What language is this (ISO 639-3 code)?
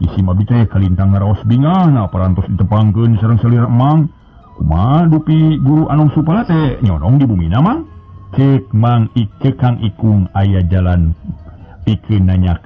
sun